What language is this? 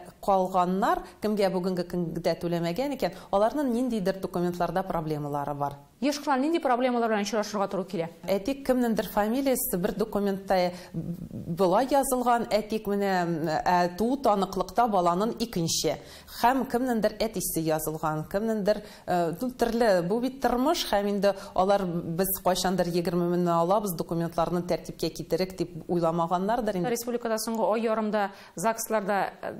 Tatar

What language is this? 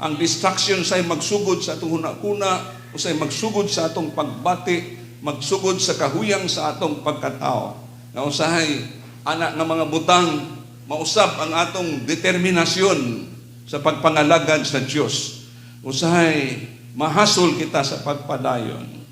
Cebuano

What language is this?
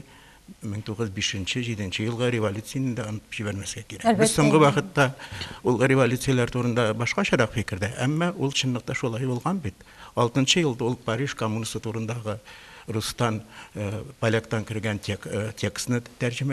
Tatar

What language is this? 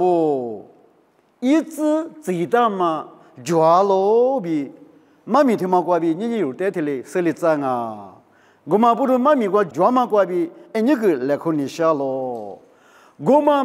Lisu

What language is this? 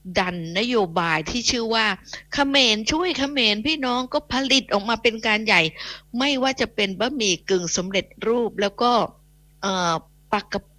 Thai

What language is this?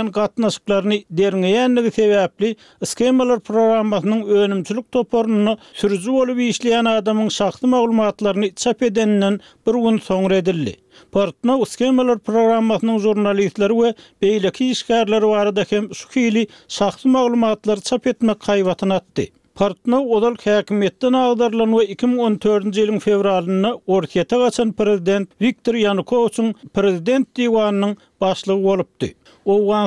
Turkmen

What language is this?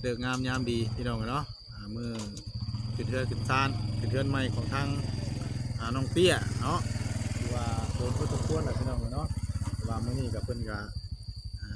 Northeastern Thai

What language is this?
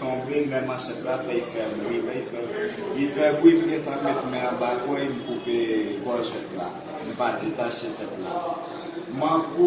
Haitian Creole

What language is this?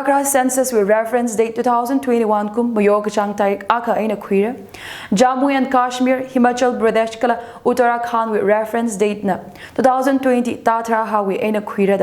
Tangkhul Naga (India)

